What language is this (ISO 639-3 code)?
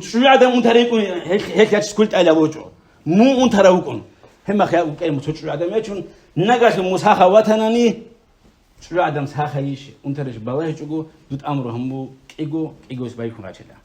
ava